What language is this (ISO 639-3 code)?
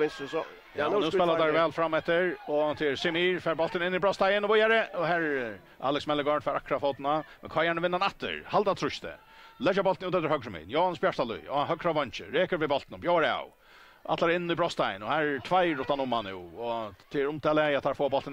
fao